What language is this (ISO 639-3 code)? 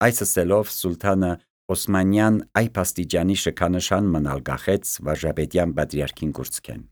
hye